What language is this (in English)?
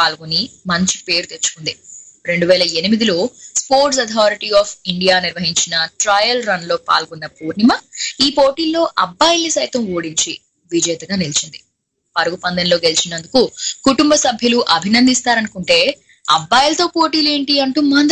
Telugu